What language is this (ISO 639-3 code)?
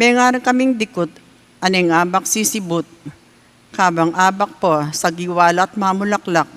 pam